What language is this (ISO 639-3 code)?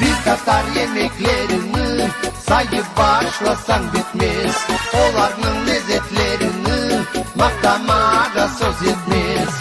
crh